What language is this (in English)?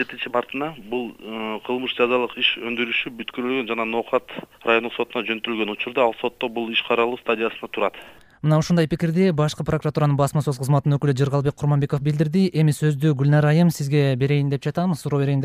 Kyrgyz